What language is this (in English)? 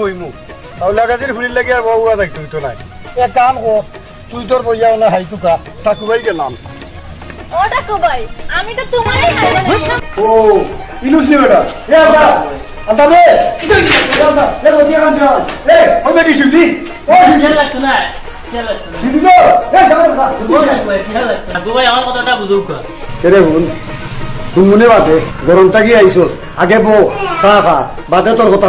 Sylheti